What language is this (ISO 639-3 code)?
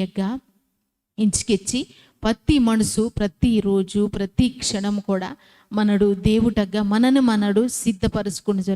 kff